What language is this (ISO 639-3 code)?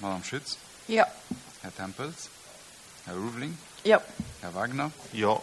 ltz